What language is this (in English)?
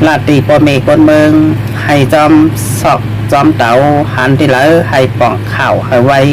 Shan